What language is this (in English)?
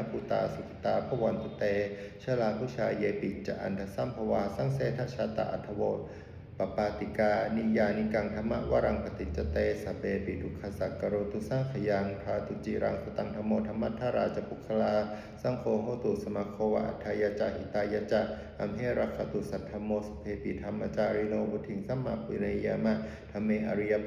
Pali